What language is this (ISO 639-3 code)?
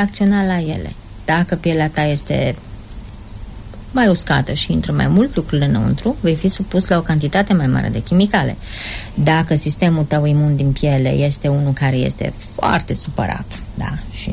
ron